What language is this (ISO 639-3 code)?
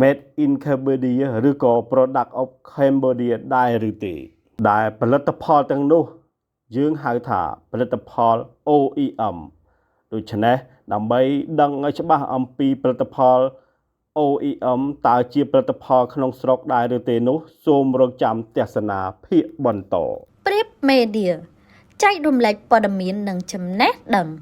khm